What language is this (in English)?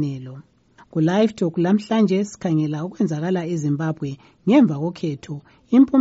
North Ndebele